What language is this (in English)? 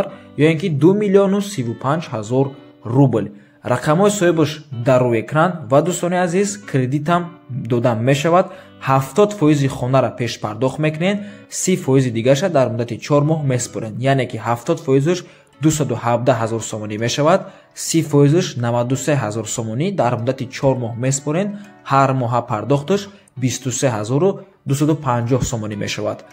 Tajik